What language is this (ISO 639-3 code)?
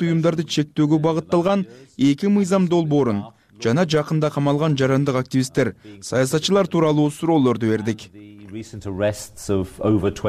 kir